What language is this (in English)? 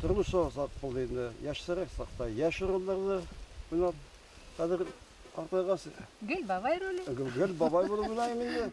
Bashkir